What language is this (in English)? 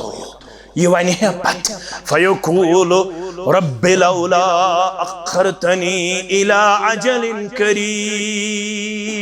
Kashmiri